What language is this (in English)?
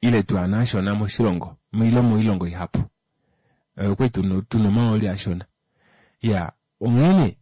Kuanyama